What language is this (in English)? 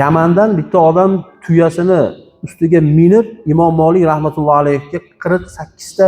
Uzbek